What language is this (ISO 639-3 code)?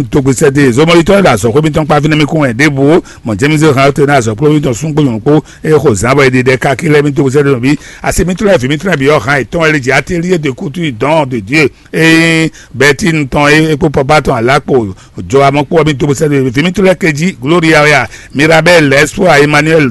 fon